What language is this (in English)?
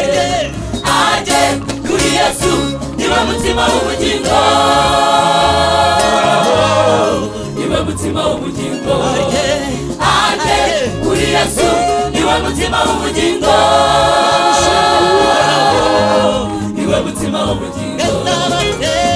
Kinyarwanda